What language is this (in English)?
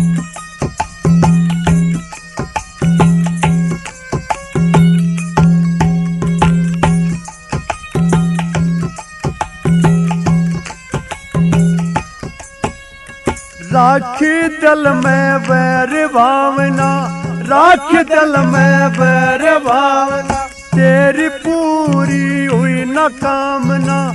Hindi